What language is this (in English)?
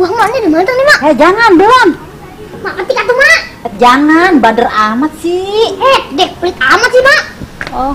Betawi